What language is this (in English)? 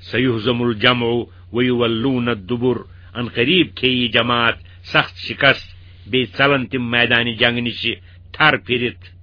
Kashmiri